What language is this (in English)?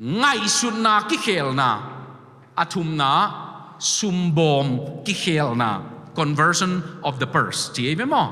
Tedim Chin